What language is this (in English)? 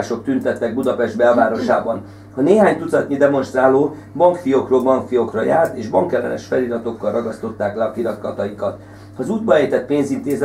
Hungarian